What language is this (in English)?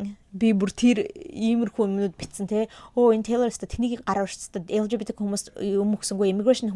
Mongolian